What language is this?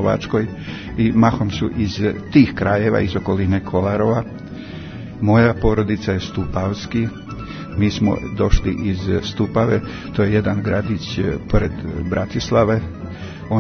Serbian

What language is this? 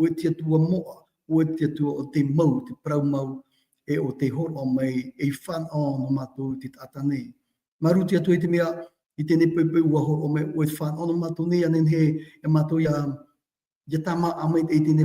Tahitian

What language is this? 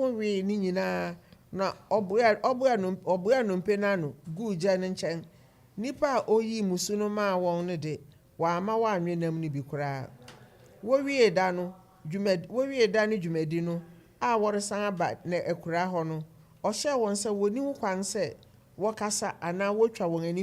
Akan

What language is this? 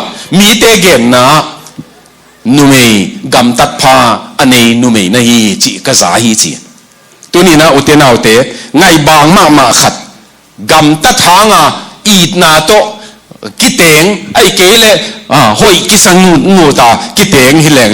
Tedim Chin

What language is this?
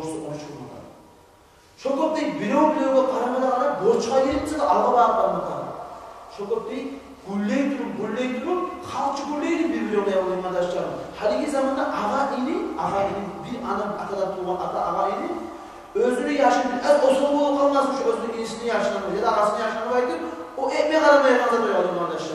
Kumyk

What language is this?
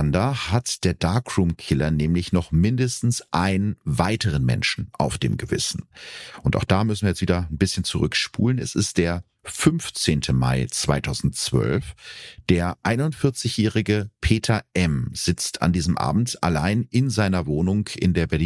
German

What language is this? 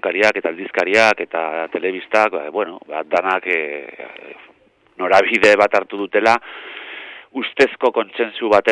Basque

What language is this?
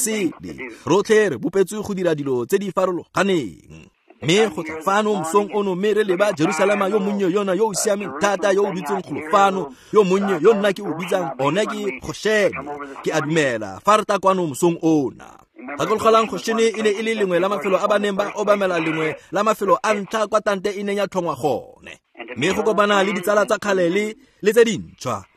Tswana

